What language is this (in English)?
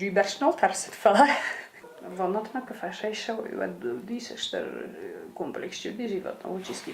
Ossetic